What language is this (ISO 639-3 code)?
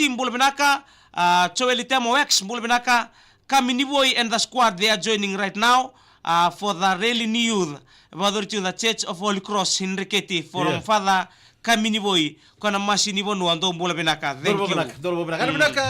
fij